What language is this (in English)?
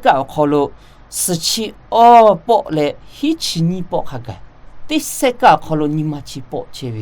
Lahu